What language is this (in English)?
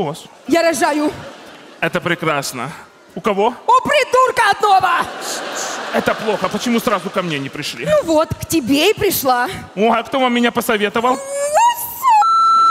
Russian